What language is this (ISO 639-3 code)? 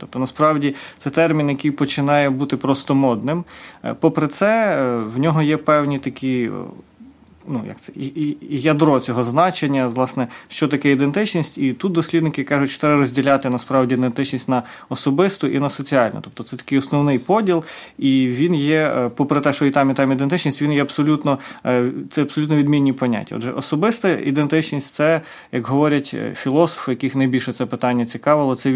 ukr